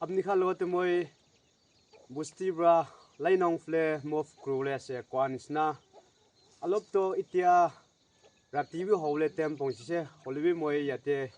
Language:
Naga Pidgin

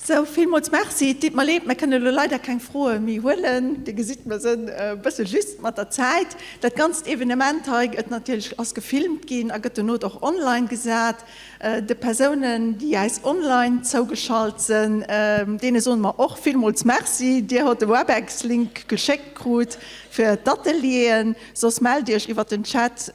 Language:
Luxembourgish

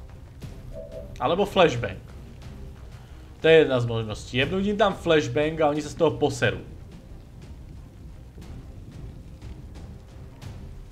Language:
Slovak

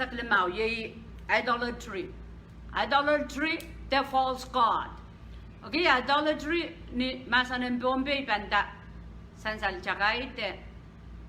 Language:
Pohnpeian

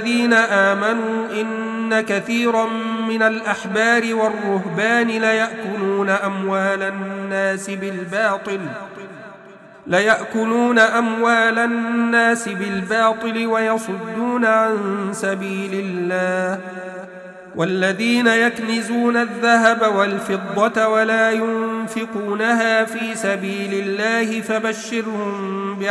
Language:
Arabic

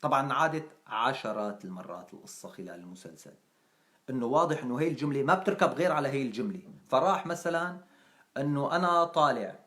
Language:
North Levantine Arabic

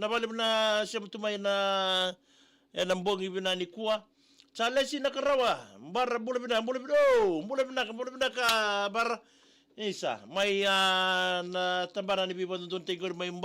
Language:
Fijian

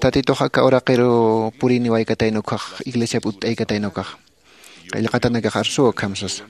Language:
Aymara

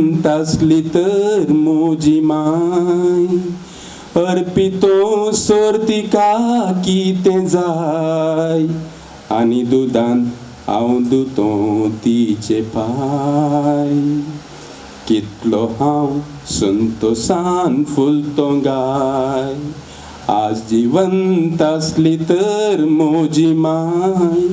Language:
Konkani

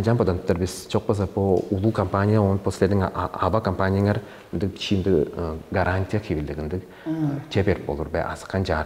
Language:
Tuvinian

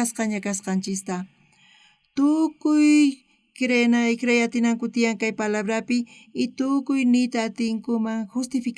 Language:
South Bolivian Quechua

